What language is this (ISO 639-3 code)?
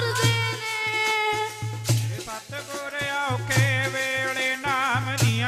pan